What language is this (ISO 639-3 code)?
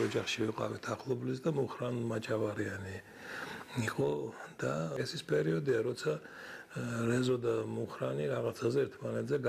kat